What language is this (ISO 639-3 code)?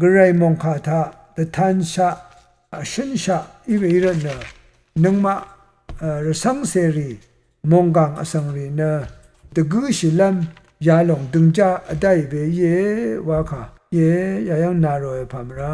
raw